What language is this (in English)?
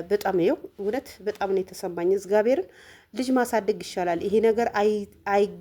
Amharic